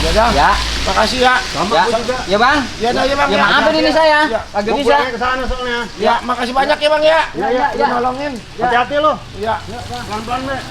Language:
Betawi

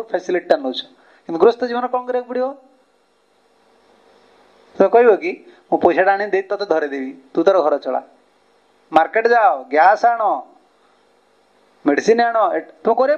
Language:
Odia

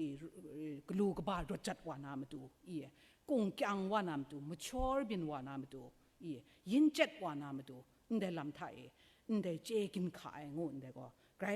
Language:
Kachin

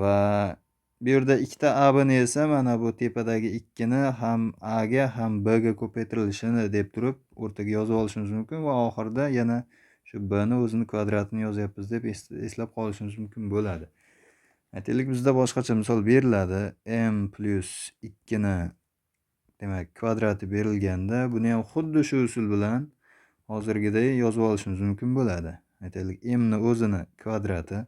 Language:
Uzbek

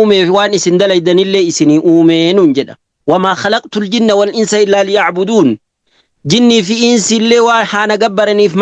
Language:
Oromo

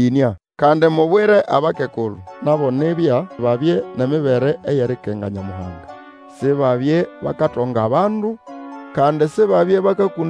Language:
Nande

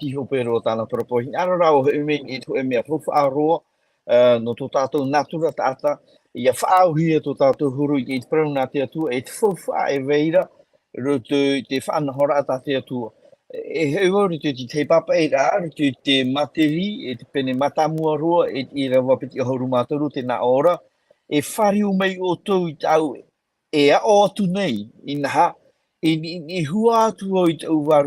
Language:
Tahitian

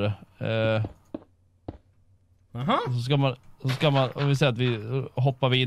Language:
Swedish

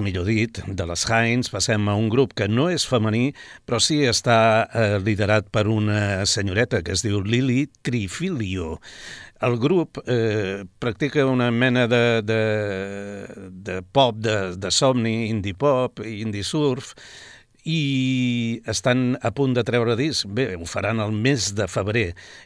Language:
Catalan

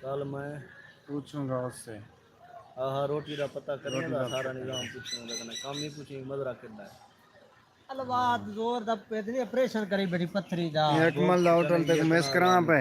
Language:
Saraiki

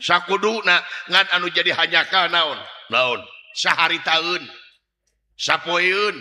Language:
Sundanese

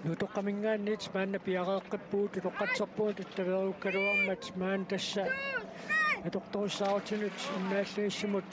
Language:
Kalaallisut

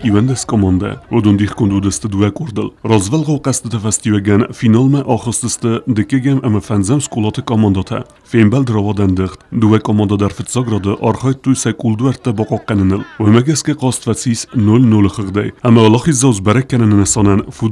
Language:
Ossetic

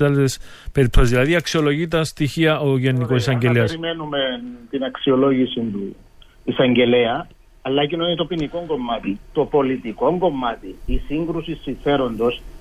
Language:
Greek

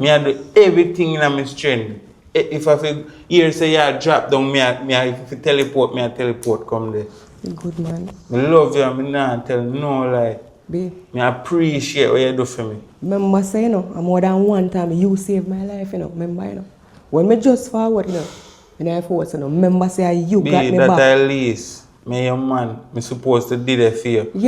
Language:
Jamaican Creole English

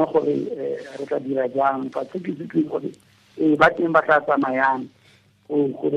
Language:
Tswana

